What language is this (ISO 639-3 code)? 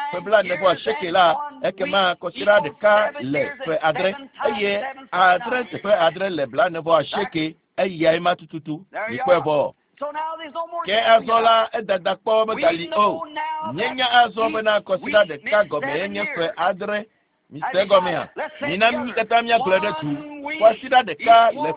ewe